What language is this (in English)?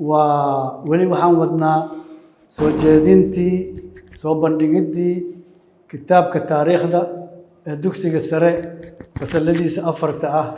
Somali